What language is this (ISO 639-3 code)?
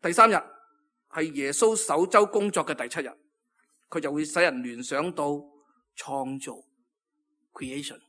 yue